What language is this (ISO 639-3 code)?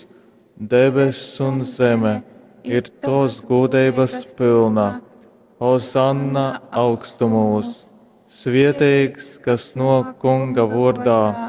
ltg